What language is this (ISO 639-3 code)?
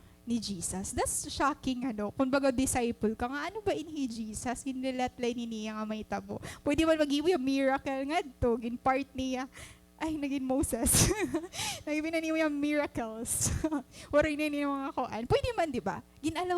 war